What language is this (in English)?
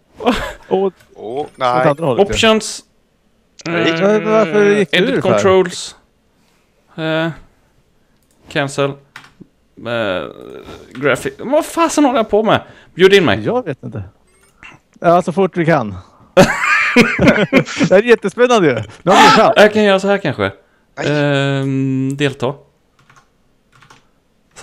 Swedish